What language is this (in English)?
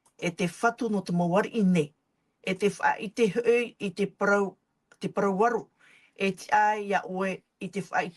Tahitian